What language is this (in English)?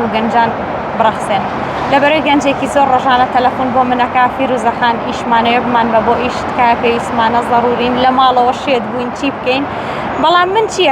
Central Kurdish